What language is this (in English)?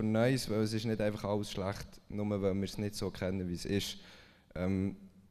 Swiss German